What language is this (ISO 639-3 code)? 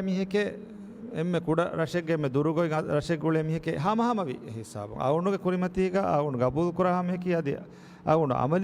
div